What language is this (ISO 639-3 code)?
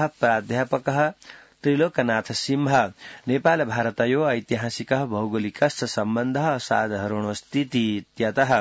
san